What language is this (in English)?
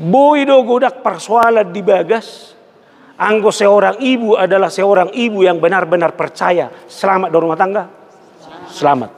Batak Toba